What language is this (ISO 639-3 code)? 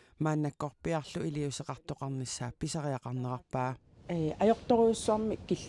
kal